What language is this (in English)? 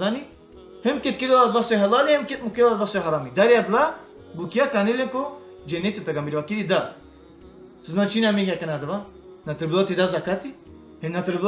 Balkan Romani